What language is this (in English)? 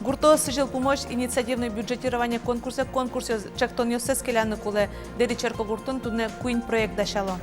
Udmurt